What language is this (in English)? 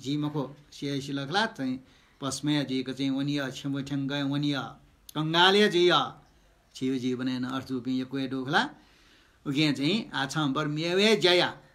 Newari